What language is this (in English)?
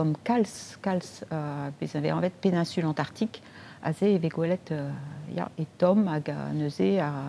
Breton